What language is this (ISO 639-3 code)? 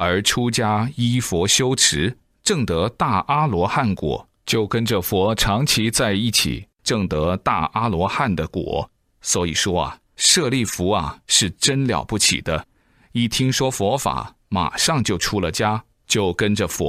zho